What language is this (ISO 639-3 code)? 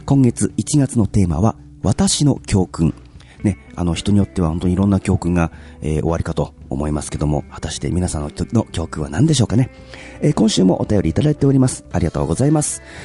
jpn